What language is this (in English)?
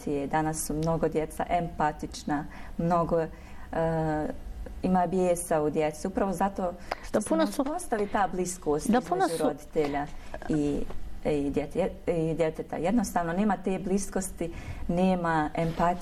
Bosnian